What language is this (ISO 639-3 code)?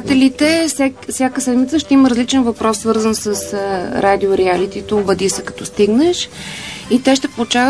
bul